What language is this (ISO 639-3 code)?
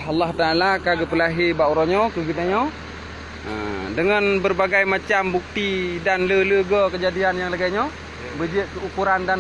ace